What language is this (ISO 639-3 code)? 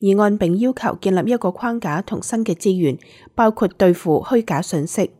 yue